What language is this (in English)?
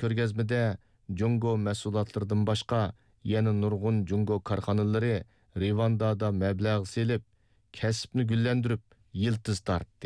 Uyghur